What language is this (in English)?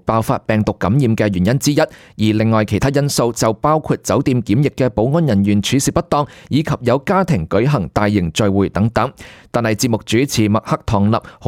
Cantonese